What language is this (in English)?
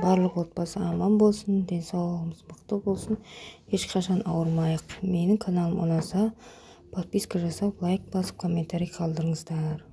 Kazakh